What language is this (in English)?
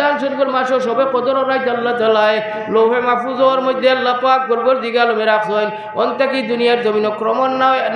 Sylheti